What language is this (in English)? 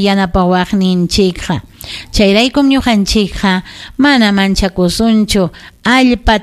Ayacucho Quechua